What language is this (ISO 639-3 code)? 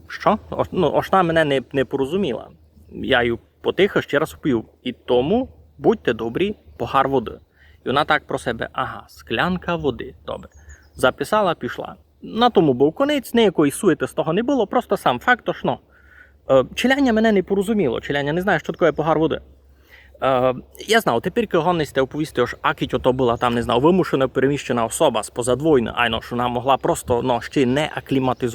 rue